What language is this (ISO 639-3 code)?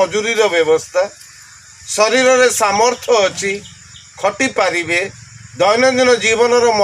ori